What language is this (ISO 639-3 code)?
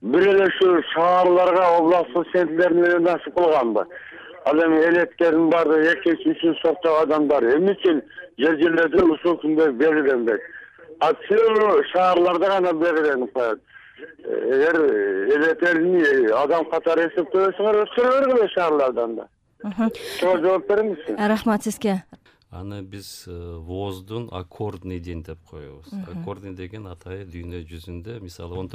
kir